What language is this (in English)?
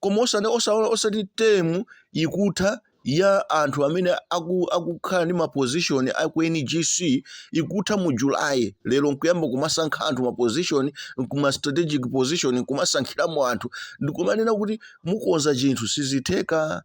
Nyanja